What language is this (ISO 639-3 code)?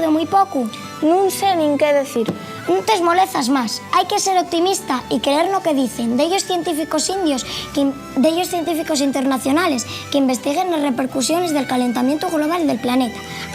ast